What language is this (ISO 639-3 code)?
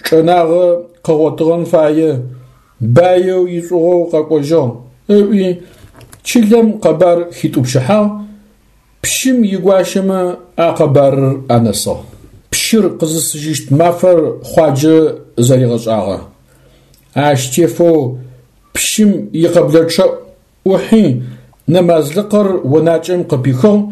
ady